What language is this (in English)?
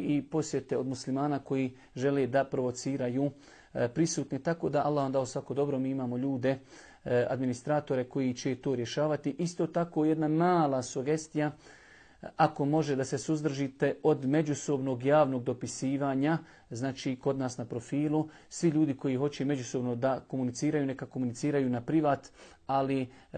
Bosnian